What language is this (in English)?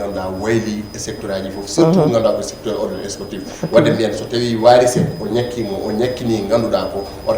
Fula